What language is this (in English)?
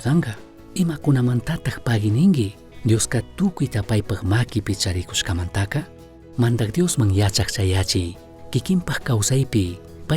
Chimborazo Highland Quichua